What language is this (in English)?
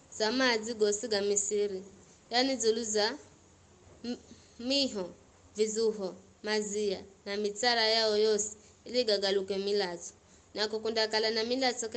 Giryama